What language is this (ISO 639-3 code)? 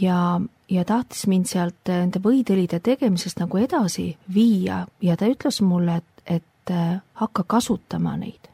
est